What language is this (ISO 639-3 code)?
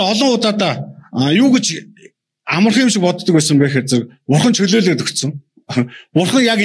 mon